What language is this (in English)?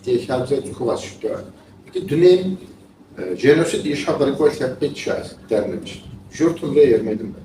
Kabardian